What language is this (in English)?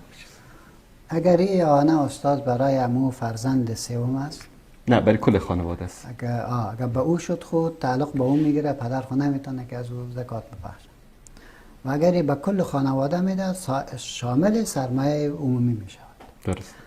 Persian